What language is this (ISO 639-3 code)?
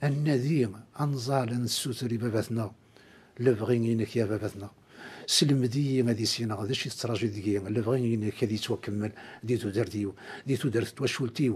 kab